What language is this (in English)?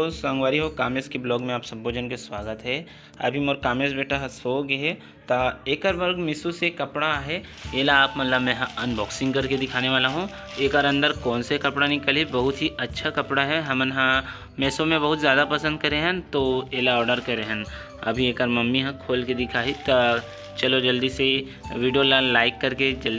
Chhattisgarhi